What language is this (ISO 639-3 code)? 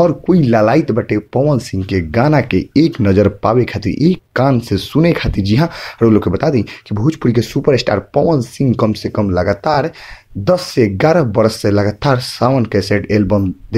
bho